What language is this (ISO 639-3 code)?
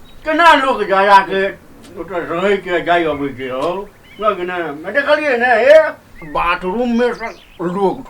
mai